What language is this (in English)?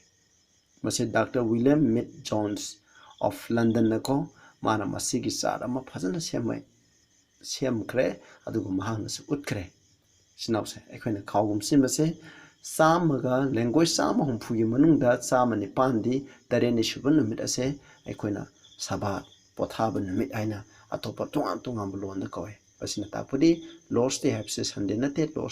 Manipuri